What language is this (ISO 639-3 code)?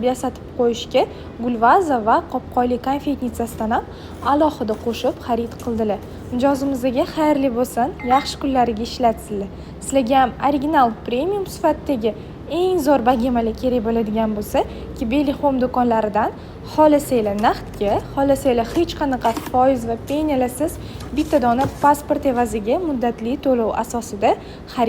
uzb